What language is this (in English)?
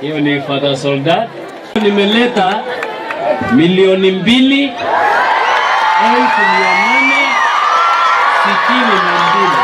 Meru